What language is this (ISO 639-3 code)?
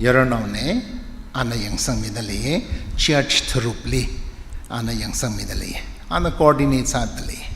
nmf